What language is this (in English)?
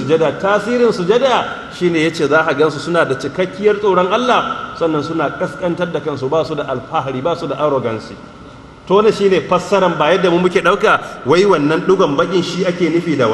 Hausa